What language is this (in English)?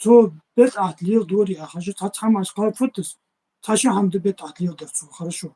Ingush